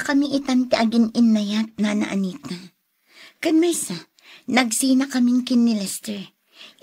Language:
Iloko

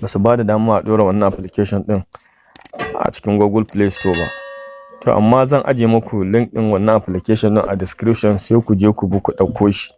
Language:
Hausa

